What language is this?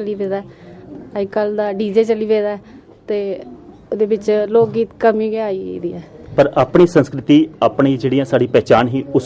Dogri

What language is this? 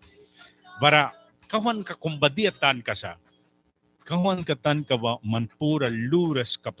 Mískito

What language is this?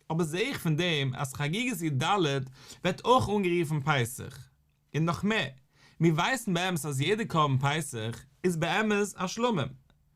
Yiddish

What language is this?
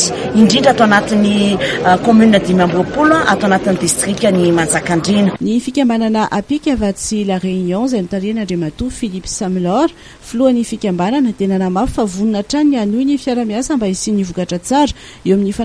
Malagasy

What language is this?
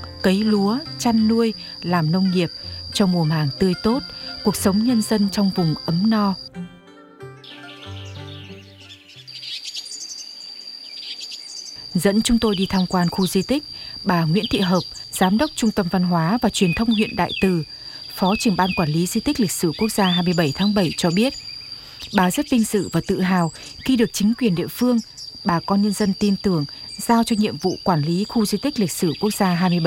Vietnamese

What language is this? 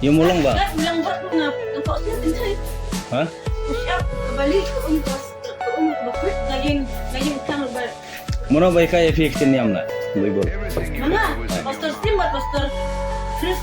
Khasi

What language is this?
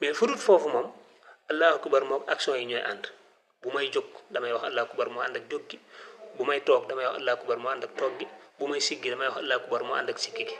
Wolof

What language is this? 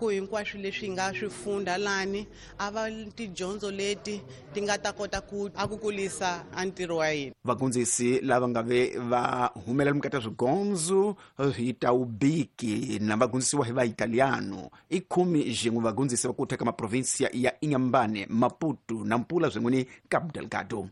Tsonga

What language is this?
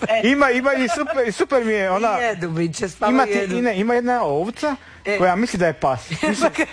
Croatian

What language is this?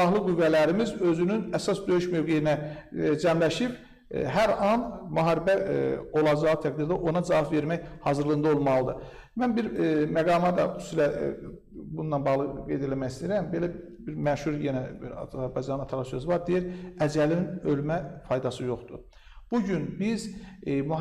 Azerbaijani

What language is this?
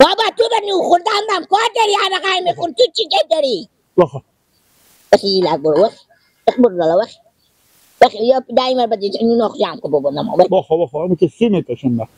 Persian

